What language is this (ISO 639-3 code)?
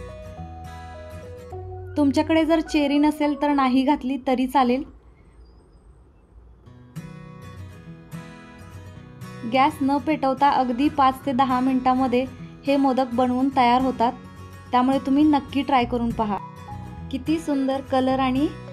mar